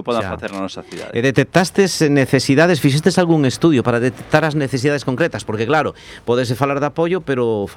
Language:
Galician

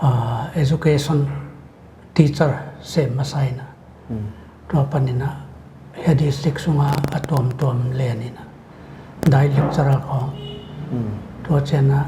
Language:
Paite Chin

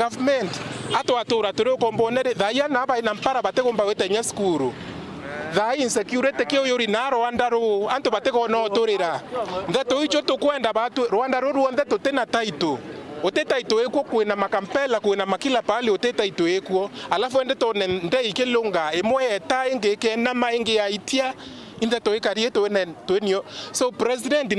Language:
Meru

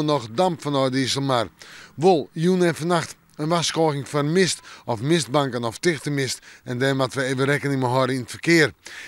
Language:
Western Frisian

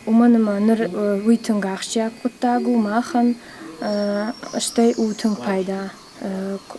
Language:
Ossetic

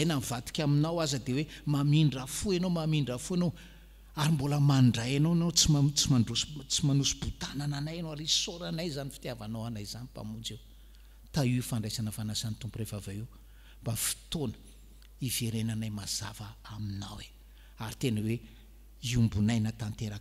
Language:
Malagasy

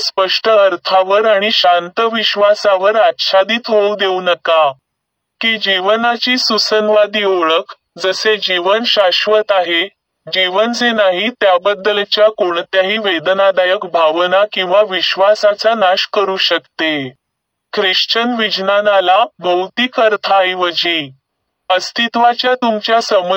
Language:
Marathi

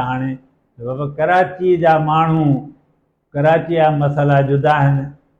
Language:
Sindhi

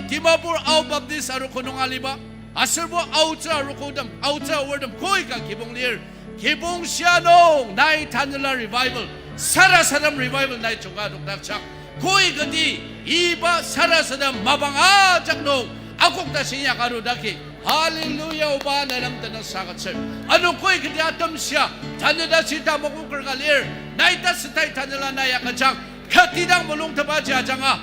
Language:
Ao Naga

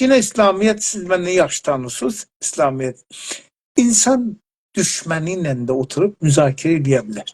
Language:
South Azerbaijani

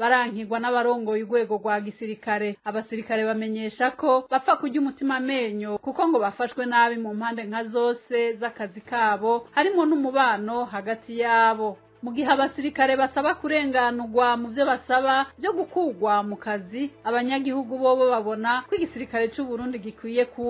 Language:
Rundi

